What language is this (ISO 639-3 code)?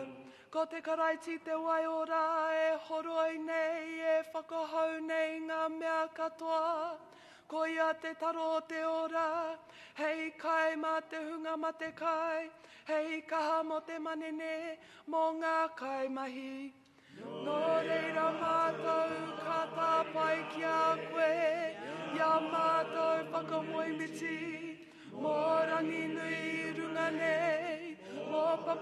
mri